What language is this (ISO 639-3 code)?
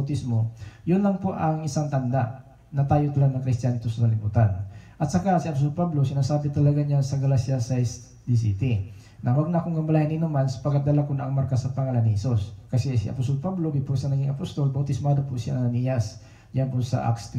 fil